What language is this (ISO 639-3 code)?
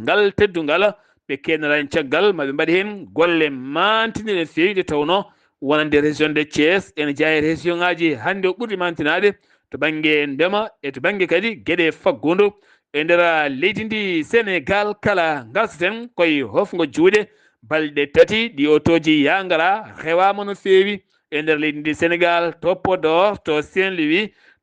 ful